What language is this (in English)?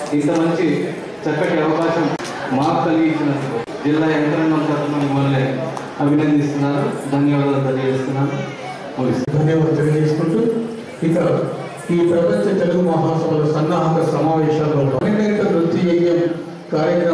Telugu